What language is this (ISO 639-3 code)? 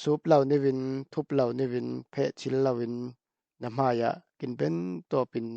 cfm